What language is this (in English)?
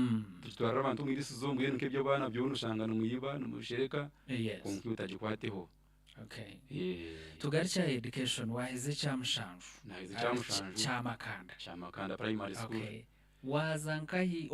Nyankole